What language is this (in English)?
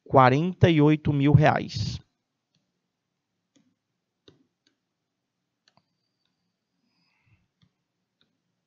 Portuguese